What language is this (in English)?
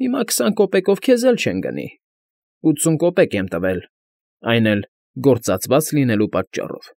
Armenian